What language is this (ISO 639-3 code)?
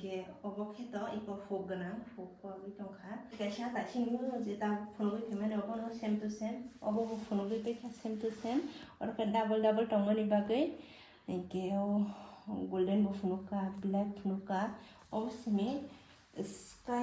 trp